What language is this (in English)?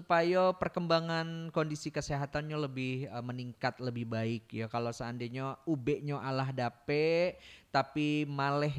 Minangkabau